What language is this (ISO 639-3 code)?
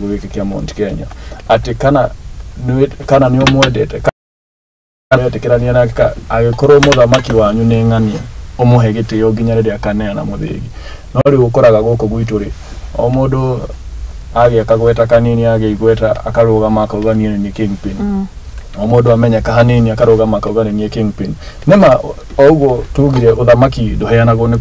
kik